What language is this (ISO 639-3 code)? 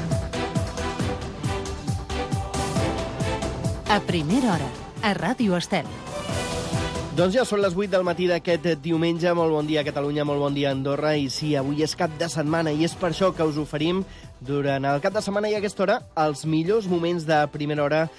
cat